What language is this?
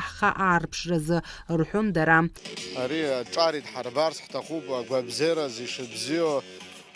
Abkhazian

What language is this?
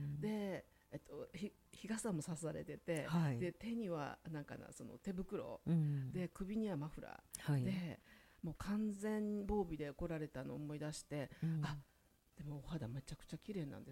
Japanese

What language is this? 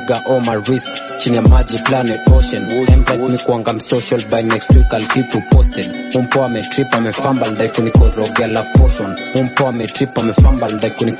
Swahili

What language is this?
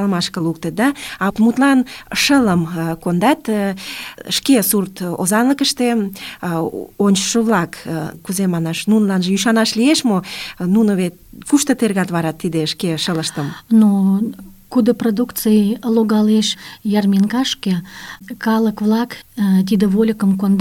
Mari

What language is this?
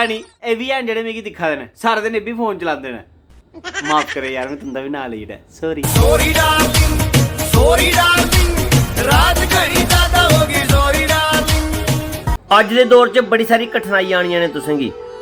Dogri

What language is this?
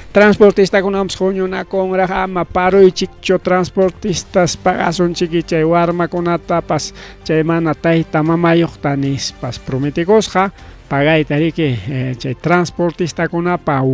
Ayacucho Quechua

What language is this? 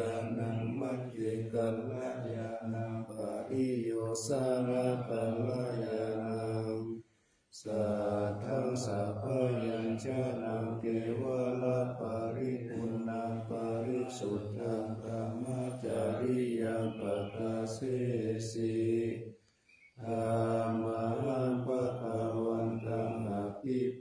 Pali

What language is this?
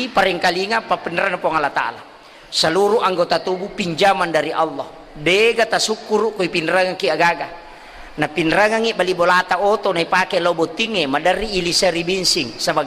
Buginese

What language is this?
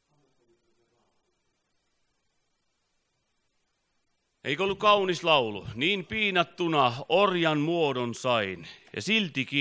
Finnish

